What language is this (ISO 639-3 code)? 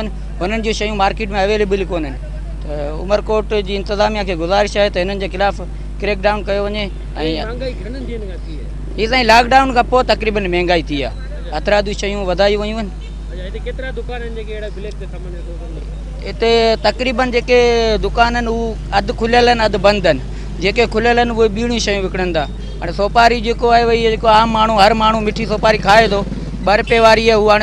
snd